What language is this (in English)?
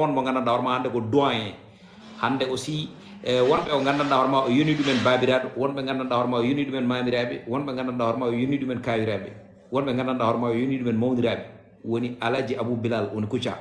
Fula